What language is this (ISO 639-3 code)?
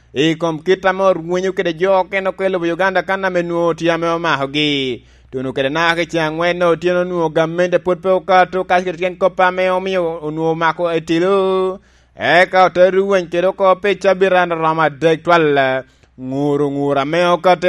laj